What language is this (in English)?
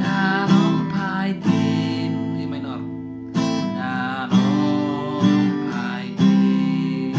Khasi